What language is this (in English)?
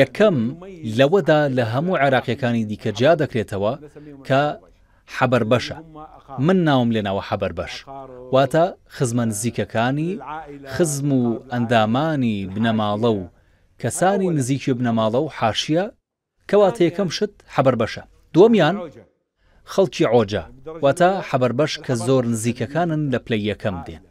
Central Kurdish